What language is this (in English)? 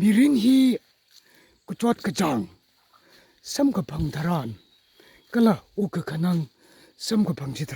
Tangkhul Naga (India)